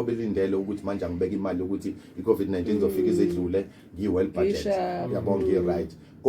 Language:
Zulu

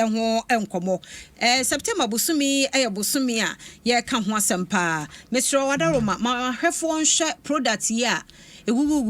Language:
Akan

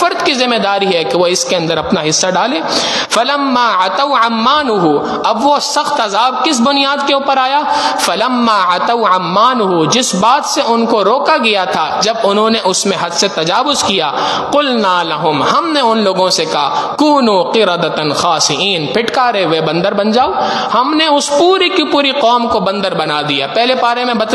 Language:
Urdu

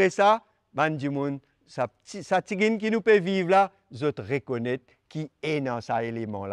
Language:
Morisyen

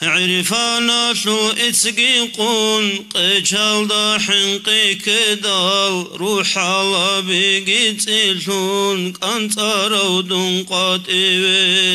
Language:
Avaric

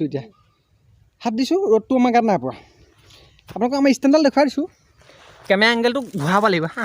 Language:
Assamese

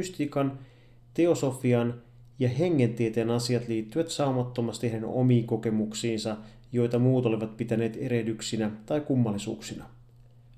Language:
Finnish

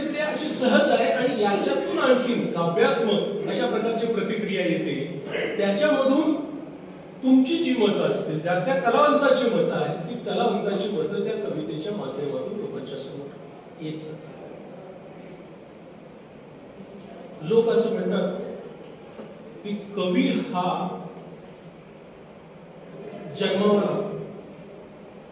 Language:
Marathi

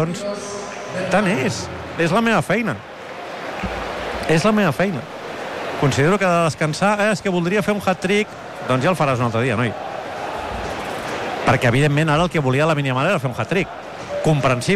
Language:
Catalan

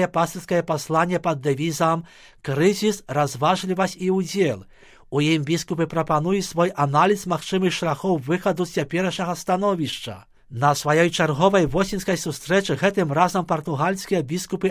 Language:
Belarusian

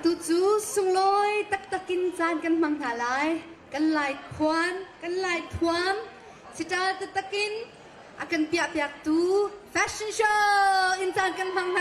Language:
Hakha Chin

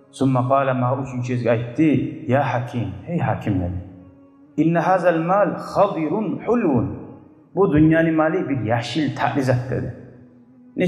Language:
Kumyk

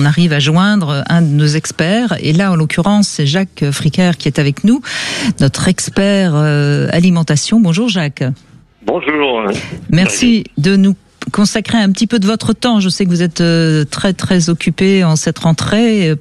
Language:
French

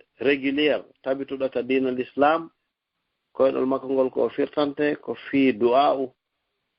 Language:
Fula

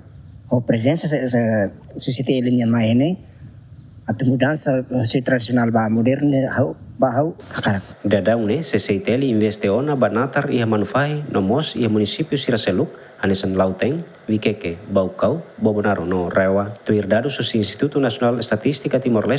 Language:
Tetum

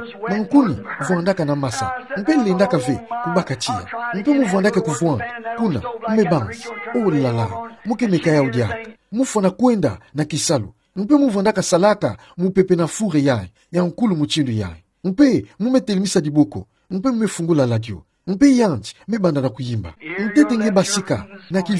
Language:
Kituba (Democratic Republic of Congo)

